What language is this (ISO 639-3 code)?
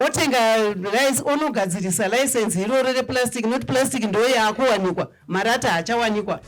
sna